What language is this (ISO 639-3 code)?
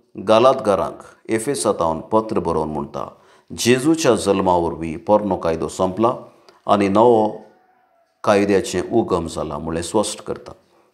kok